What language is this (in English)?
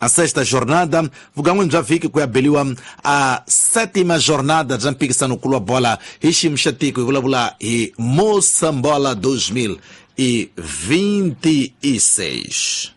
Tsonga